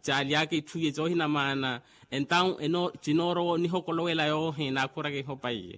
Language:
Makhuwa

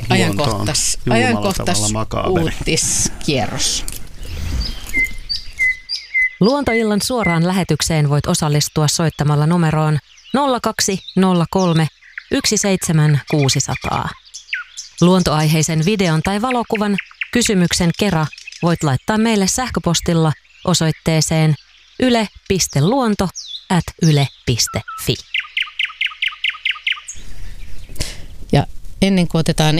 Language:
Finnish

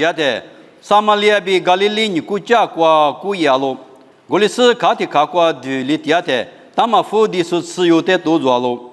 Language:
Lisu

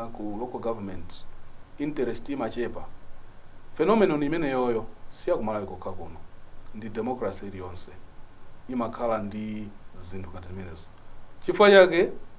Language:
Nyanja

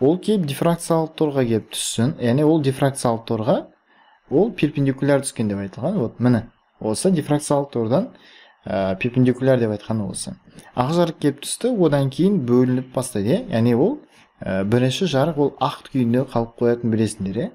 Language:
Kazakh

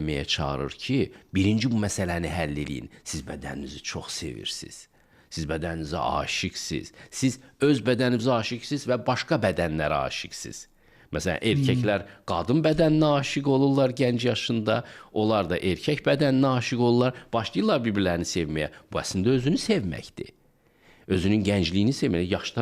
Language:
Azerbaijani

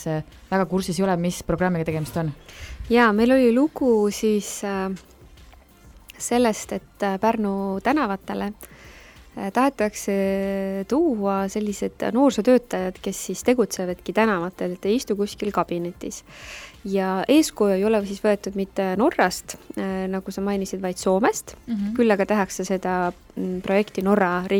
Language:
Estonian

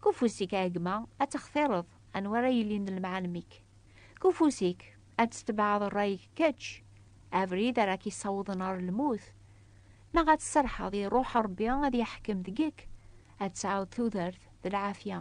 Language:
Kabyle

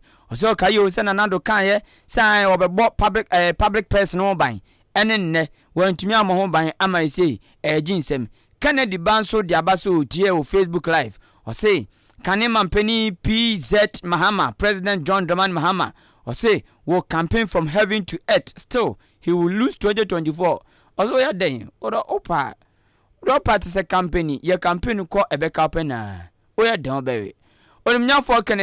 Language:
Akan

